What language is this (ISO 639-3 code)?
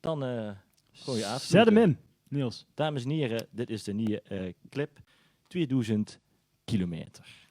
lim